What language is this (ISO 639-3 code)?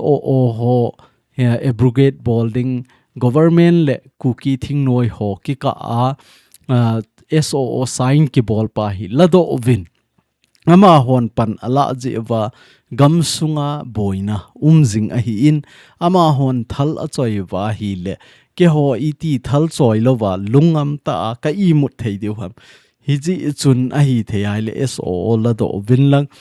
tcz